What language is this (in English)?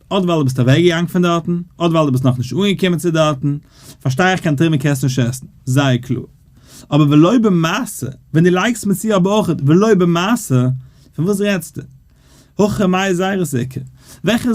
Yiddish